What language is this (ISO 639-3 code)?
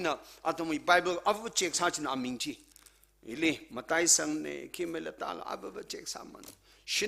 nmf